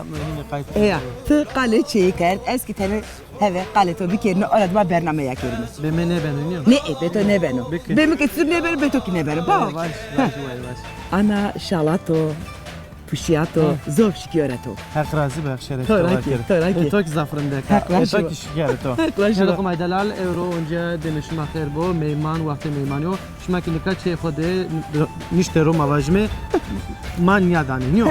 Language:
Zaza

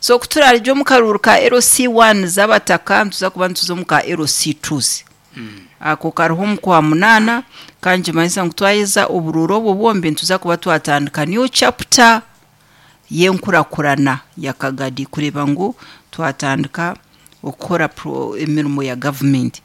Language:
Nyankole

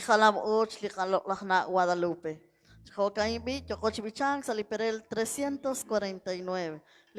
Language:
Kekchí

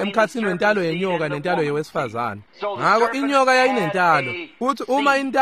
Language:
Swati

